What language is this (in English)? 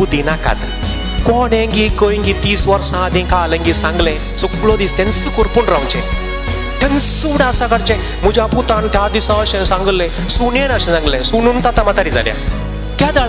Konkani